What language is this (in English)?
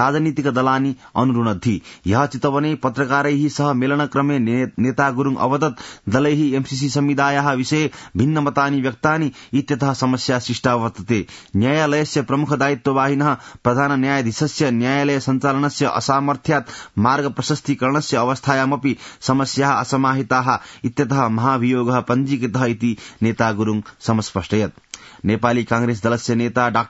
Sanskrit